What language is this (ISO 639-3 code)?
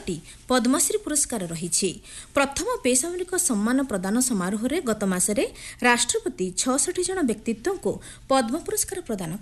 ori